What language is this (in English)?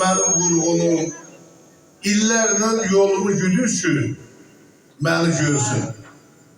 South Azerbaijani